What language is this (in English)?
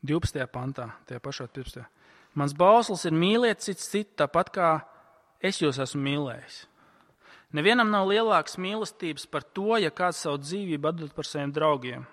Latvian